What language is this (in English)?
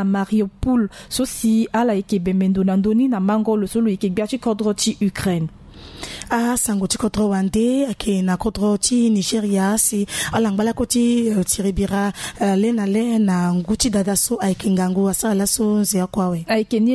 Sango